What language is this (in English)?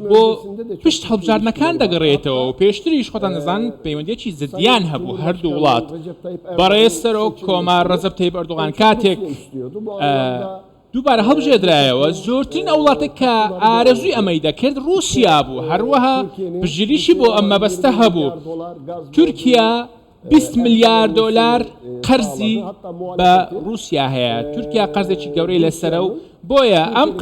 Central Kurdish